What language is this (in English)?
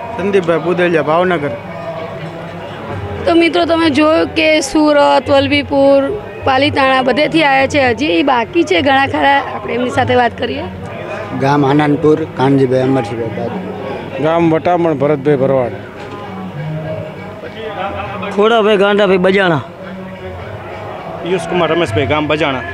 Gujarati